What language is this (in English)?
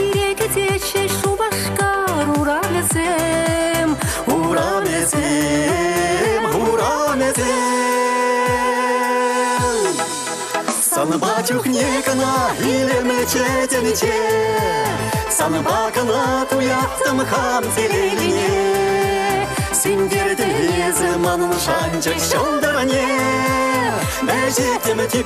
Chuvash